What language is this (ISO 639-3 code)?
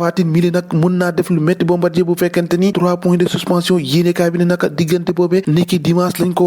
wol